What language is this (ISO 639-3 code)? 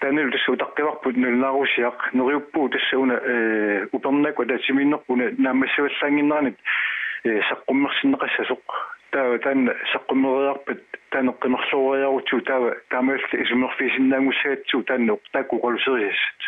kal